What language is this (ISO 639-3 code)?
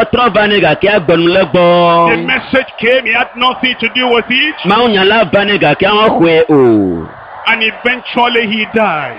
ewe